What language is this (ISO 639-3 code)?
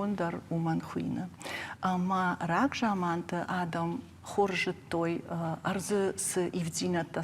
oss